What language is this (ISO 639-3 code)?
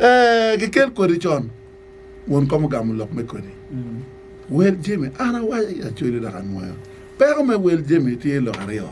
ach